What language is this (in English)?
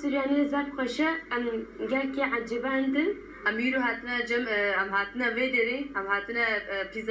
Kurdish